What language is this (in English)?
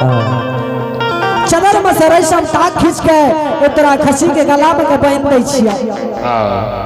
Angika